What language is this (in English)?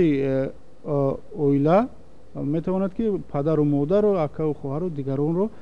Tajik